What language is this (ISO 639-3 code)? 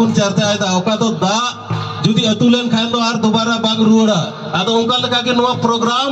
sat